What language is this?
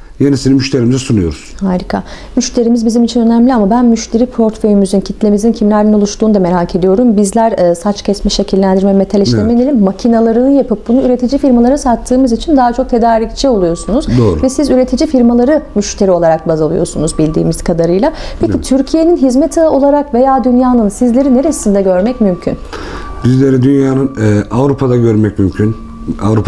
Turkish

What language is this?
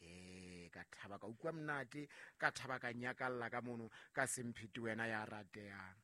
Southern Sotho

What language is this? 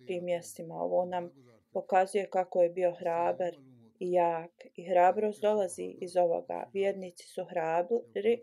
Bosnian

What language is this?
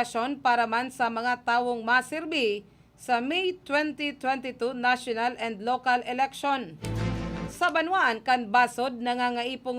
Bikol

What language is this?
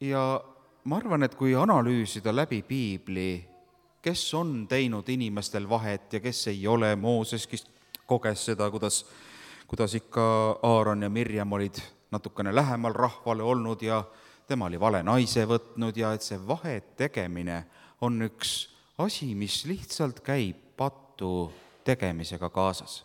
Estonian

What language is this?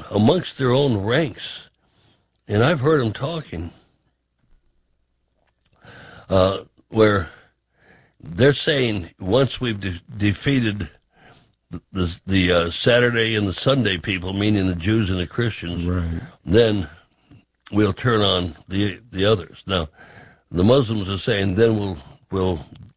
English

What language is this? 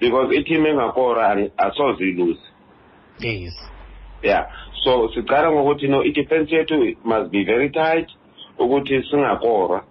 Xhosa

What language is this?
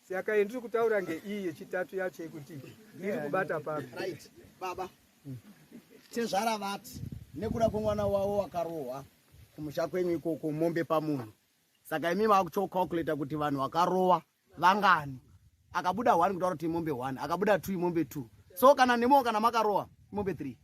Shona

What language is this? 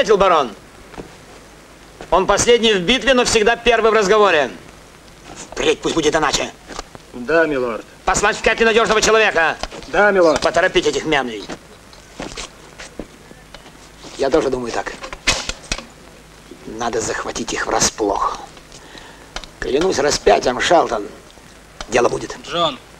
Russian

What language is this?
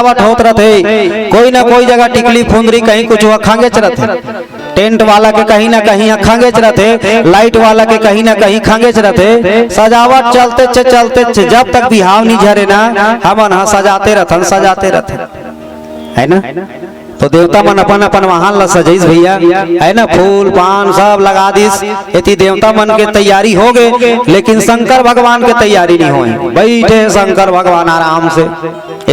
Chhattisgarhi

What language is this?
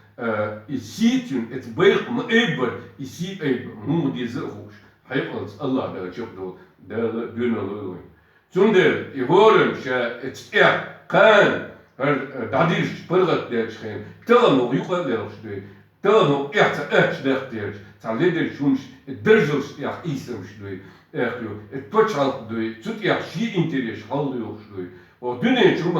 Chechen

